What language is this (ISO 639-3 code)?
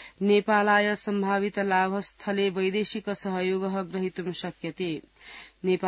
san